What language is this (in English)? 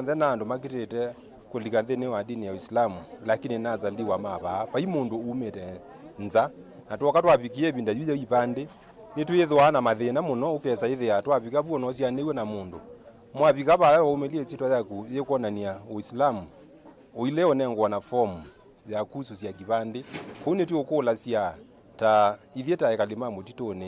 Kamba